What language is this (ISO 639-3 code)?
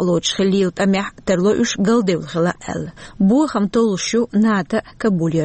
che